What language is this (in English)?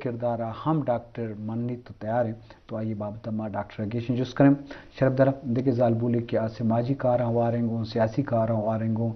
Eastern Balochi